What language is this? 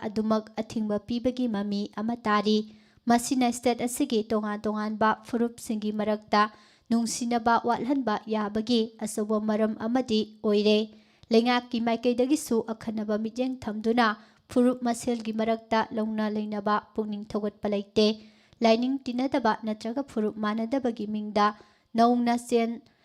Manipuri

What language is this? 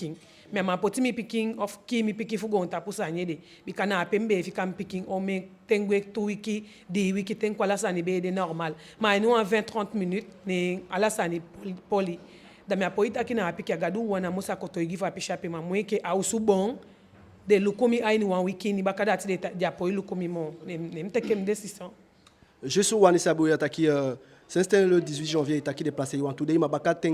Eastern Maroon Creole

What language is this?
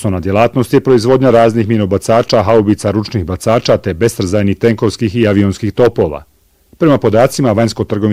Bosnian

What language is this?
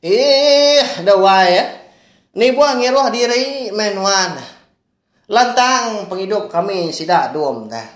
Iban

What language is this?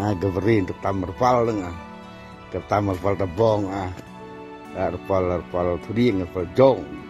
Central Mnong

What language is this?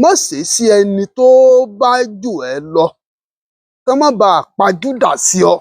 Yoruba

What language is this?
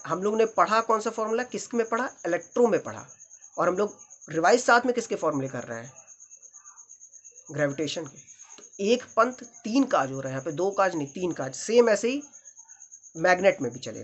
Hindi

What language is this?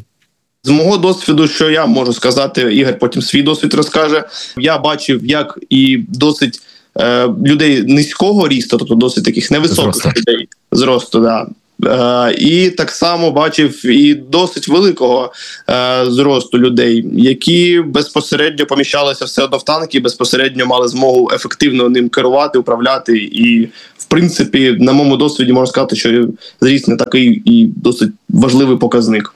Ukrainian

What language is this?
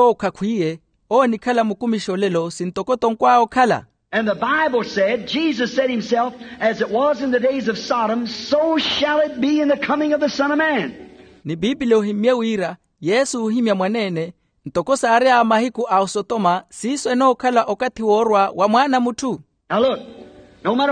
Makhuwa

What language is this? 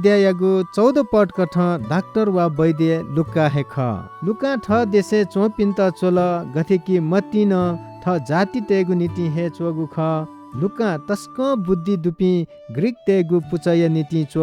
Newari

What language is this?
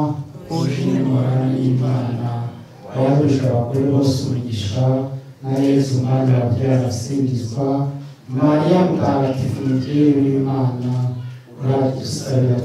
Kinyarwanda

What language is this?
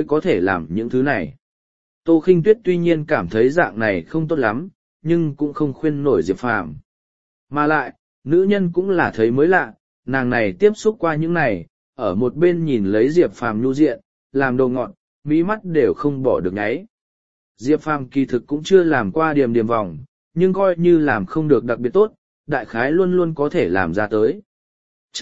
Vietnamese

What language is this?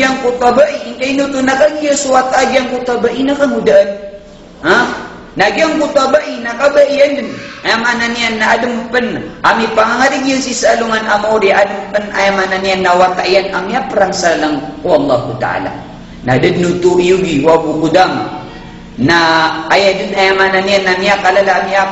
Maranao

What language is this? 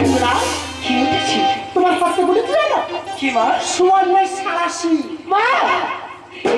Bangla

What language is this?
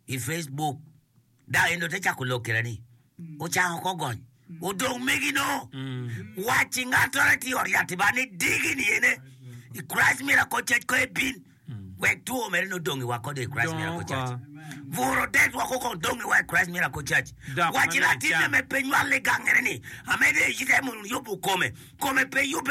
Acoli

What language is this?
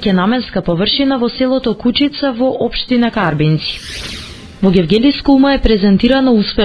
Macedonian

